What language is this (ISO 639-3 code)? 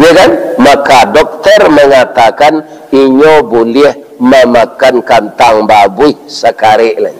min